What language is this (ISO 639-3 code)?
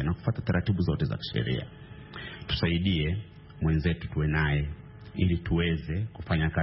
swa